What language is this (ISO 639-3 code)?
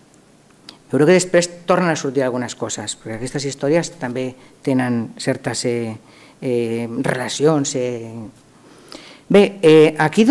cat